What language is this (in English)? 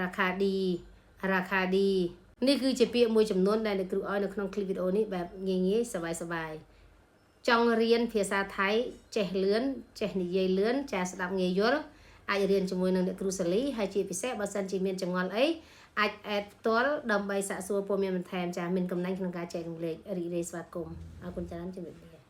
Khmer